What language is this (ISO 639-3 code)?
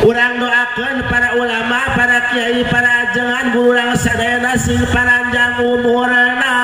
sun